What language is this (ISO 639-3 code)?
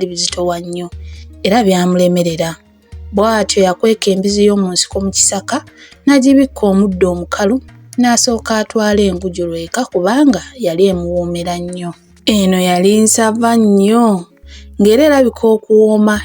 lug